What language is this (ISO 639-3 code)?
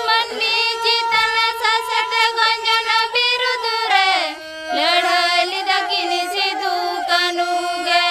sat